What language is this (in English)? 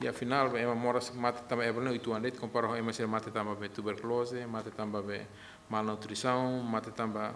Tetum